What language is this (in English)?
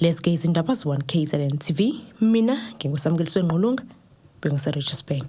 Zulu